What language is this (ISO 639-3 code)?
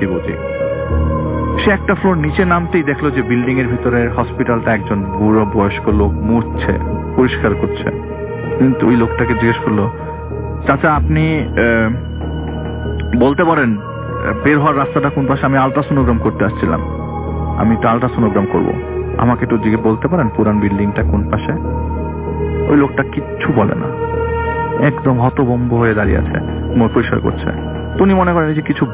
ben